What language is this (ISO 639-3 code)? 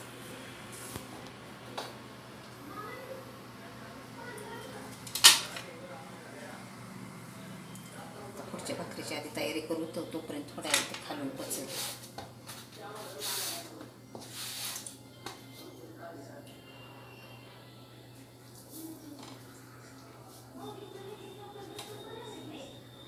mar